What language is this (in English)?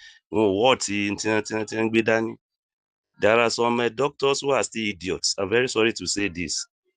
Yoruba